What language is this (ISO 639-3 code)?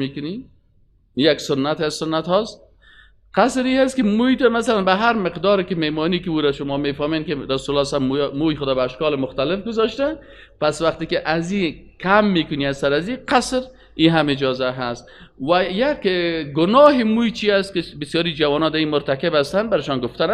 fas